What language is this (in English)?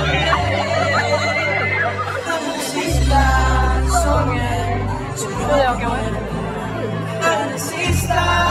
Swedish